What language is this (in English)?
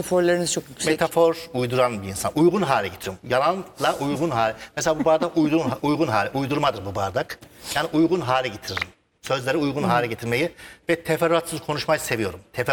Turkish